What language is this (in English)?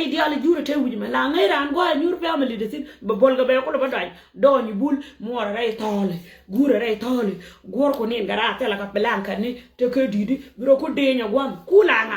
Nuer